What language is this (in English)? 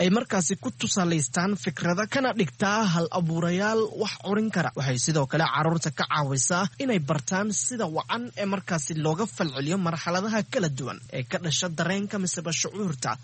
Somali